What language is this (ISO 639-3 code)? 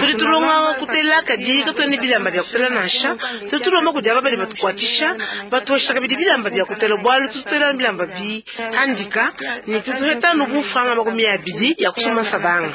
lua